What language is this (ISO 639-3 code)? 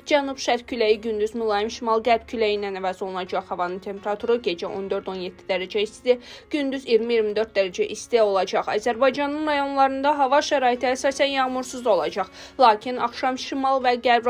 aze